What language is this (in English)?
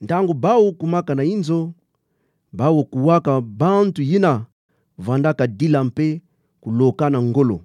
Kituba (Democratic Republic of Congo)